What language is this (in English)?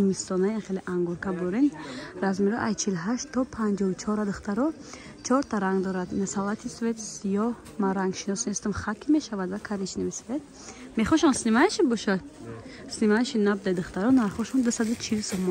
Tajik